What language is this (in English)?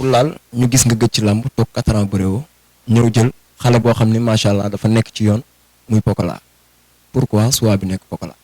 Wolof